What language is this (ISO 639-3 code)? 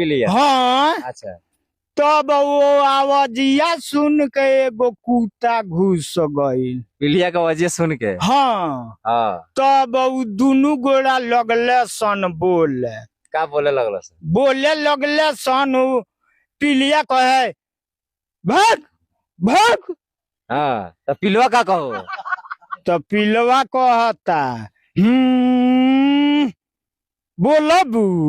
bho